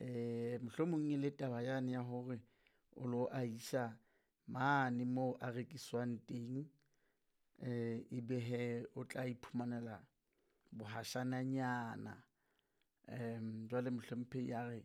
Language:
Southern Sotho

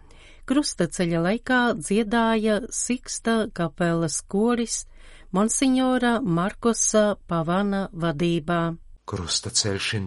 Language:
Latvian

